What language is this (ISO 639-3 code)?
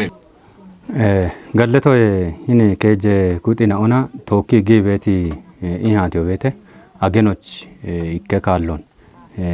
kbr